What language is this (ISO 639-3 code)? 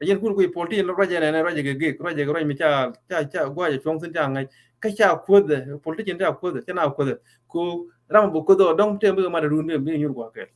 nus